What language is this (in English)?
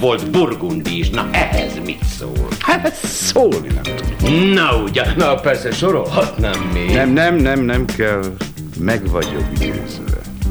Hungarian